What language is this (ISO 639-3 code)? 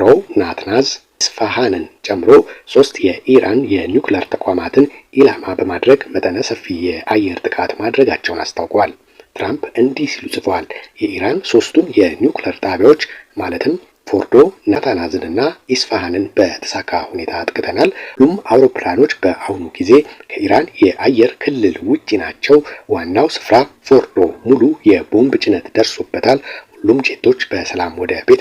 amh